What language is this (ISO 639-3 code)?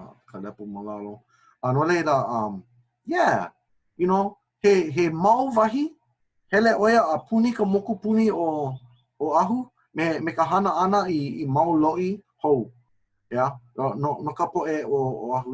haw